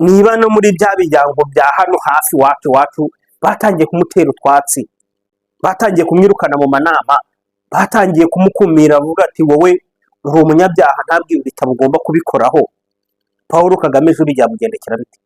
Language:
Kinyarwanda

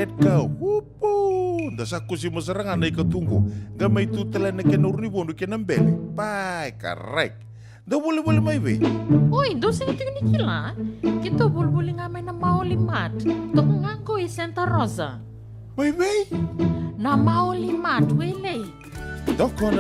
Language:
Fijian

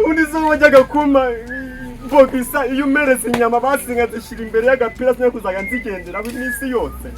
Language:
Kinyarwanda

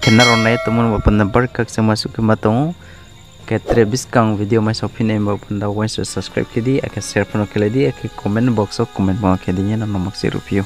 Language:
Riang (India)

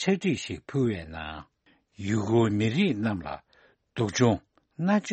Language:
Tibetan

